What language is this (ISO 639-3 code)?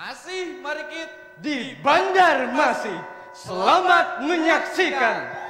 bjn